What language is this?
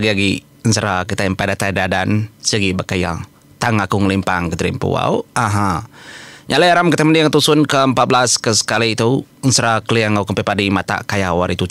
Iban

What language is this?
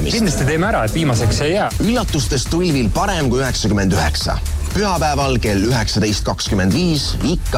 Estonian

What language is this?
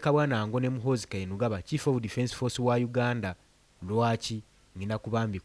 Ganda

